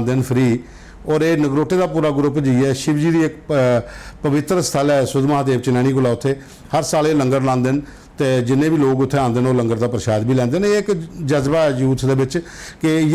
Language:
Dogri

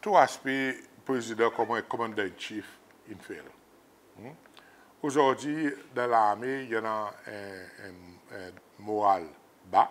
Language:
Seselwa Creole French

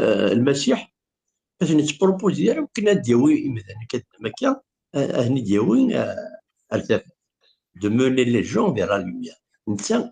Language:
Kabyle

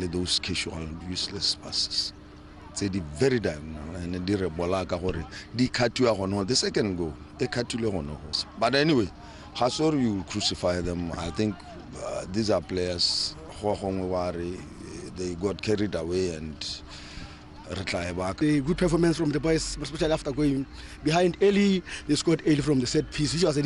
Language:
Tswana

